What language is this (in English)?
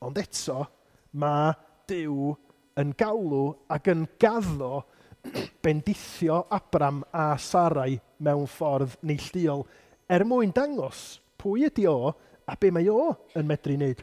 Welsh